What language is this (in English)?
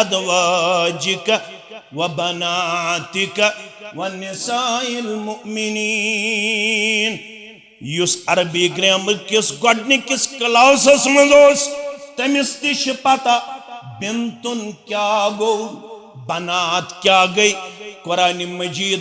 Kashmiri